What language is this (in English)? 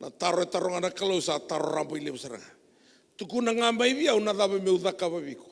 Fijian